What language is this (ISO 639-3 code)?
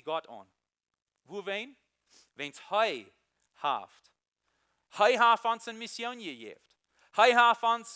pdt